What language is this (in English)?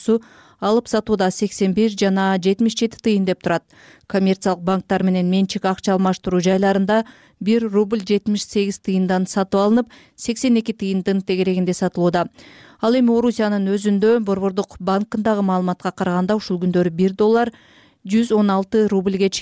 Kyrgyz